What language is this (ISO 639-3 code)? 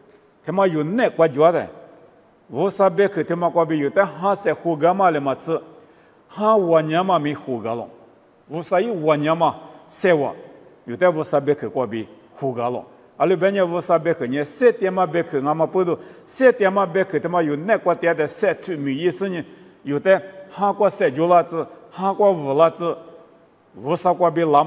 lis